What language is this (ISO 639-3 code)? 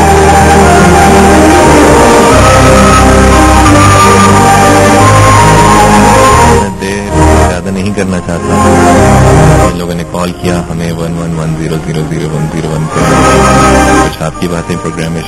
urd